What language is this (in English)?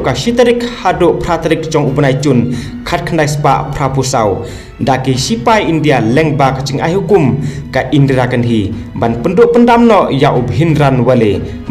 Khasi